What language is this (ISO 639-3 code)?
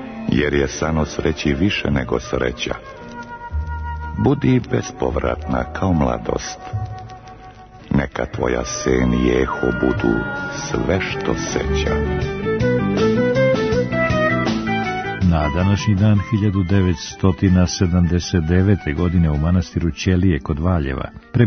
srp